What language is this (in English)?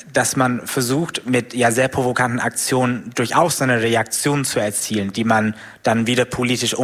German